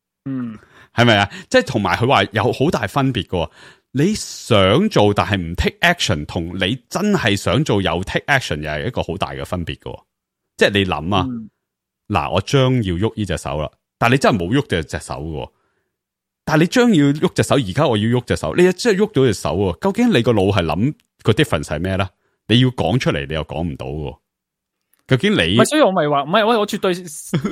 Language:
Cantonese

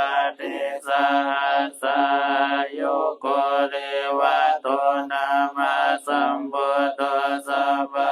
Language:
Pali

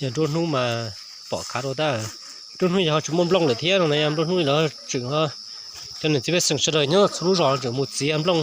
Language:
Hmong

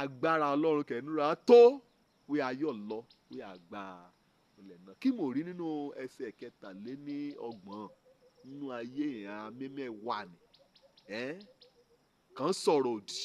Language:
Yoruba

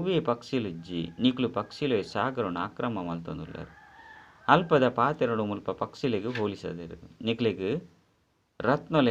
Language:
Tulu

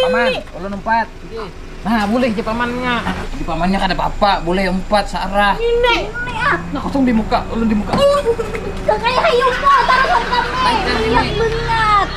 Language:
Banjar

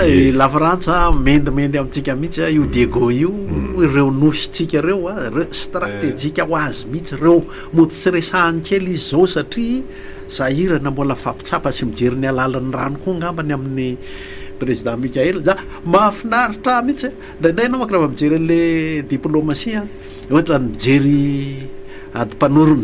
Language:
Malagasy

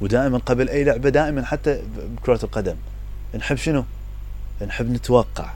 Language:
Mesopotamian Arabic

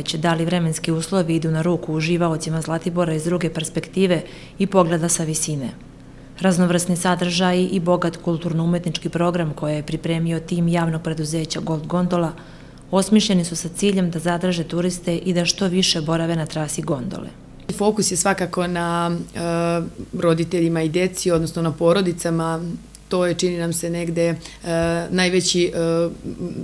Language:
Serbian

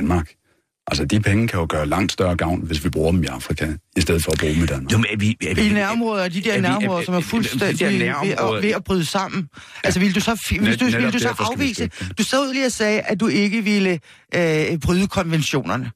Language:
Danish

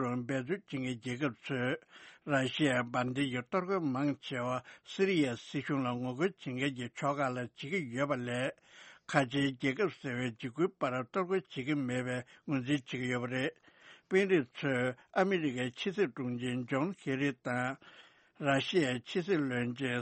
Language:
Tibetan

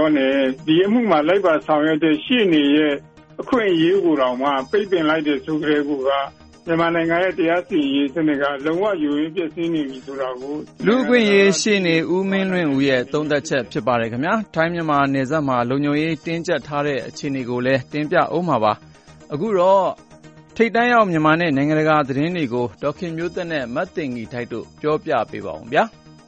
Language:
Burmese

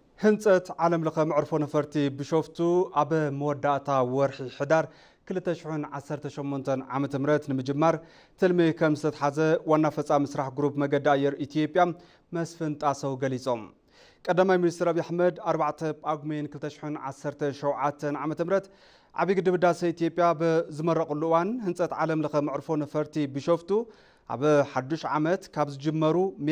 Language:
Tigrinya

